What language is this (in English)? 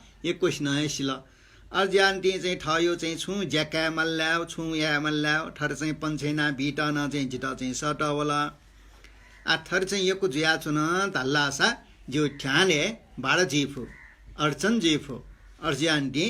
Newari